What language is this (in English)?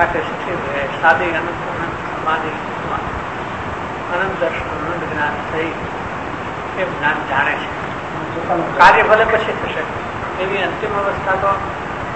Gujarati